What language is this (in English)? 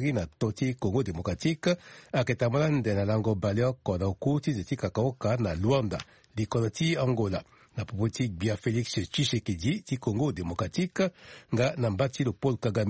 Sango